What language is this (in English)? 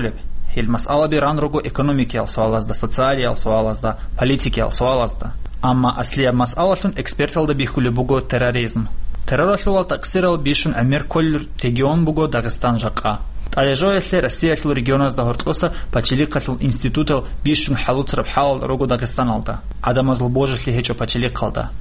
Avaric